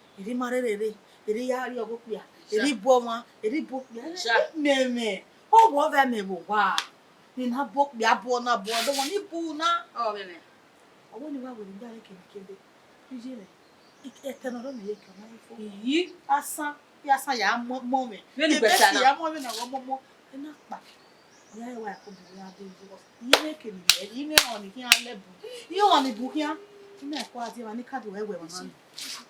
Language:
Bini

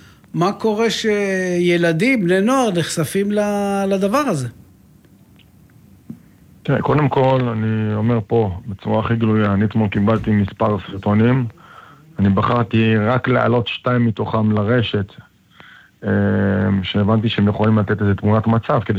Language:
Hebrew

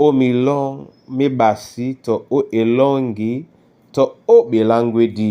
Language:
Duala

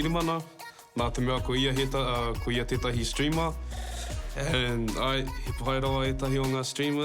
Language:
Māori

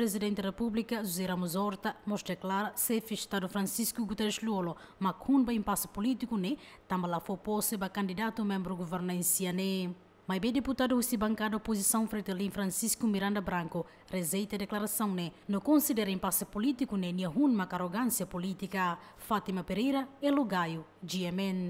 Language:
Tetum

